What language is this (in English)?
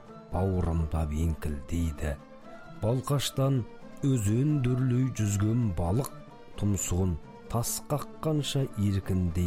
Kazakh